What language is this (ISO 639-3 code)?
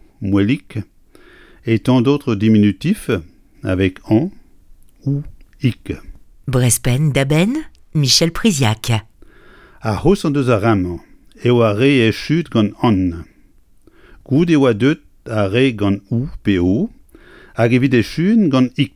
bre